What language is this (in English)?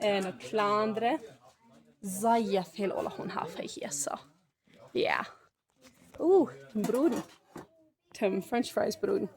Plautdietsch